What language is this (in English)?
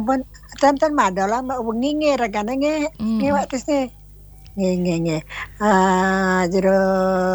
Balinese